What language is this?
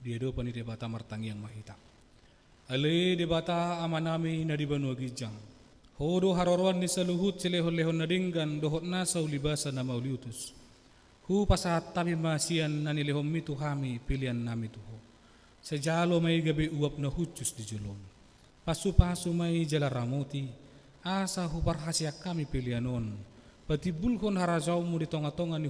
Batak Toba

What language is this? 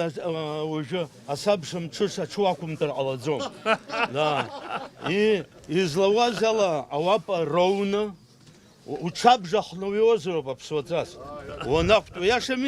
Abkhazian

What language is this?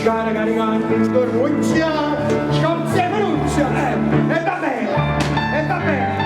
Neapolitan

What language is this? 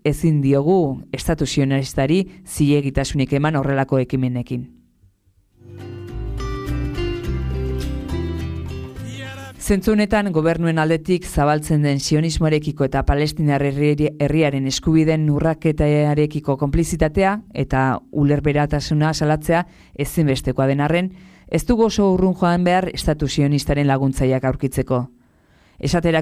Basque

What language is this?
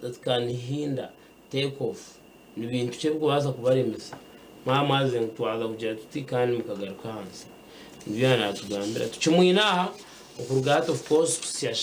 Nyankole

